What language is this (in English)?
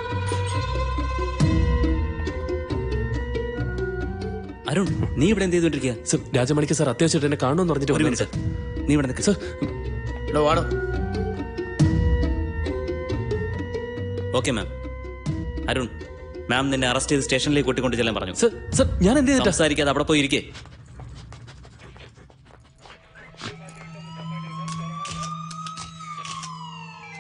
Malayalam